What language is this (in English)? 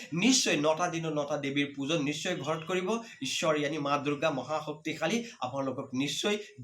Assamese